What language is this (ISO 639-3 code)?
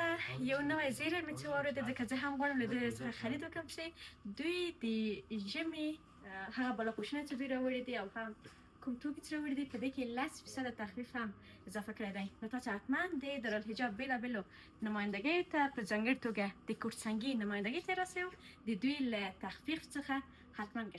pus